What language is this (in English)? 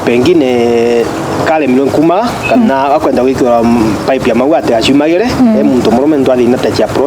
Meru